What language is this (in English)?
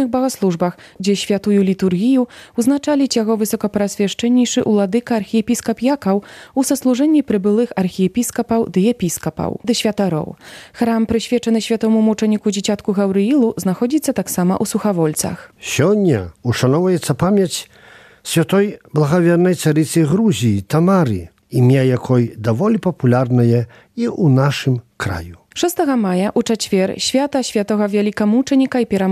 Belarusian